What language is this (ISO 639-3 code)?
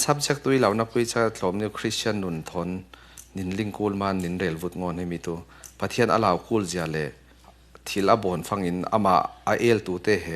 cfm